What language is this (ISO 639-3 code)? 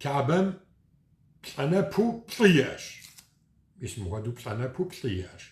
kbd